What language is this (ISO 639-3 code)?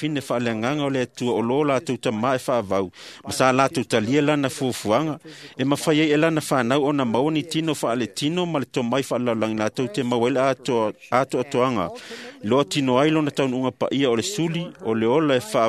smo